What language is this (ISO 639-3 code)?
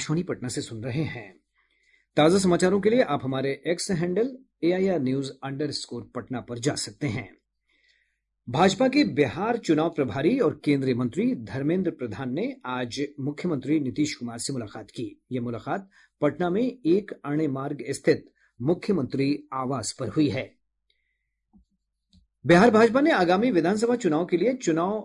hin